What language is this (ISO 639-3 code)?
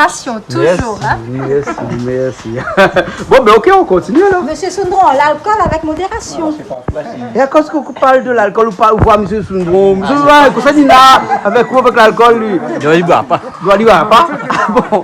rcf